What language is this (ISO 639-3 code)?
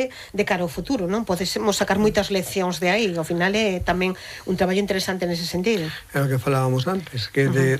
glg